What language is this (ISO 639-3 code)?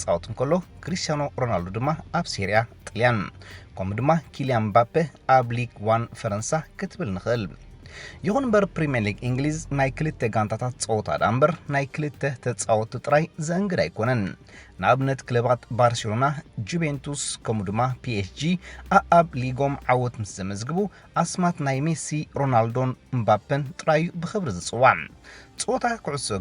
tir